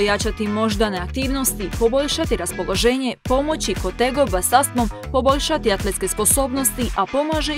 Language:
Croatian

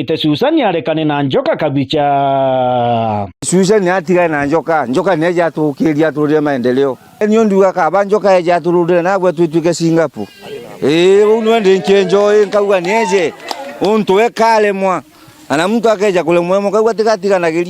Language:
Meru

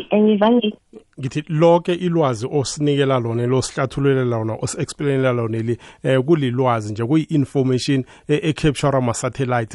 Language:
South Ndebele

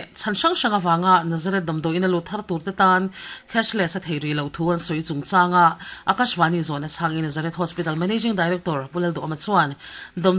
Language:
Mizo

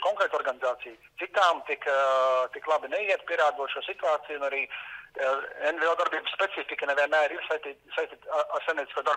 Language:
Latvian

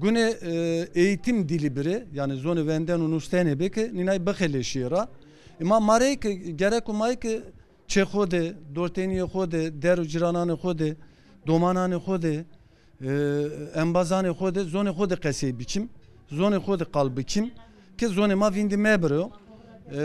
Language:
Zaza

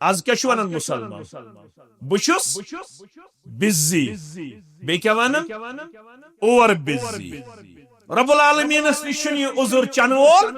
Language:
Kashmiri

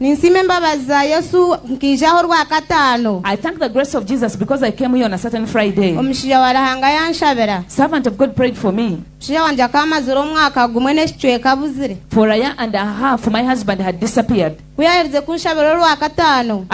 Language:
Nyankole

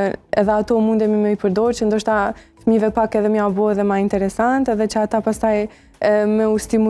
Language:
Albanian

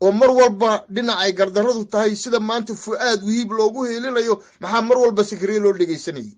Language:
Somali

